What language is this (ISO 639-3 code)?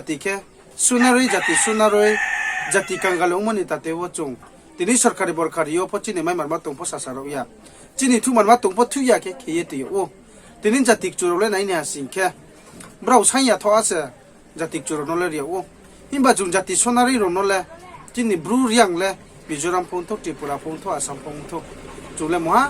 ria